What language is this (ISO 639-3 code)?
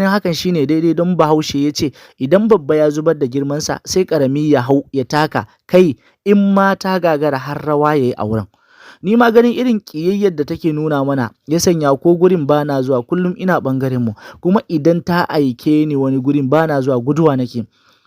hau